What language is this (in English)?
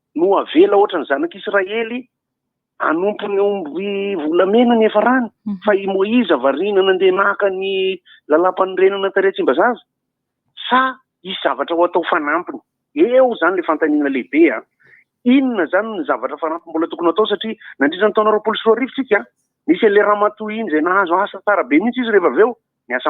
Malagasy